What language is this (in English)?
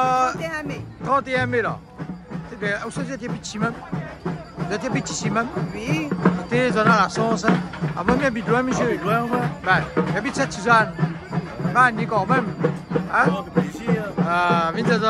Réunion Creole French